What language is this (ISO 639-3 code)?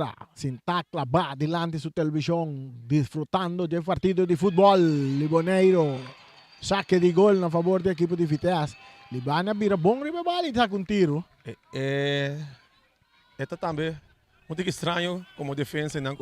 pap